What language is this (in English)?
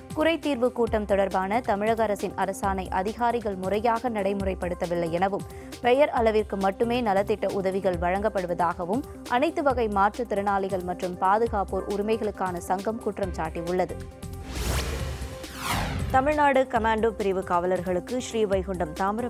Tamil